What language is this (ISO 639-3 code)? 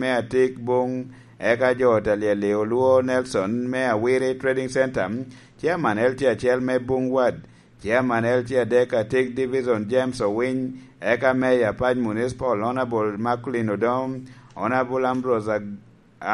laj